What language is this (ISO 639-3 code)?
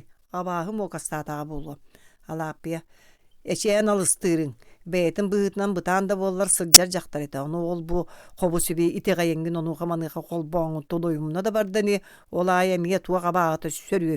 sah